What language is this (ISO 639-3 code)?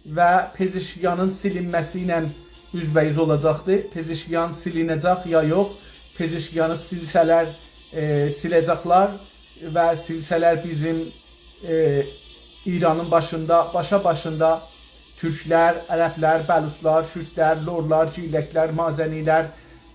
azb